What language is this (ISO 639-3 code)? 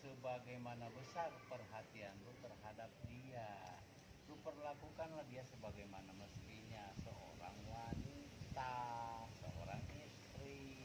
bew